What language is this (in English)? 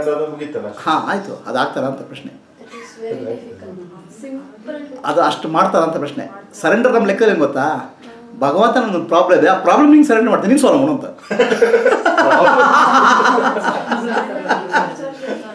Kannada